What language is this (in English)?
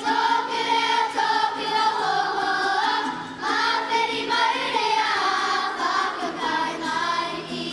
Māori